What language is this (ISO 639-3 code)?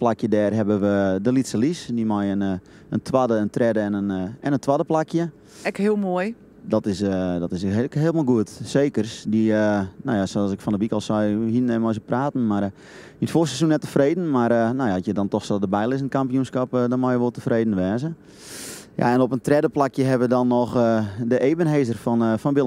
fry